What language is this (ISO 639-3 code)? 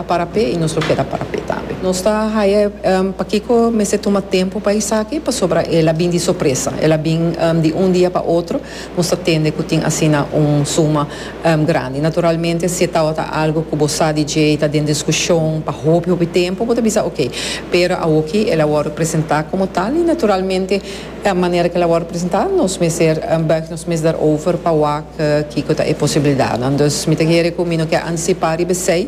pap